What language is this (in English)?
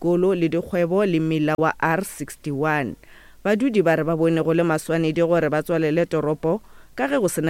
Northern Sotho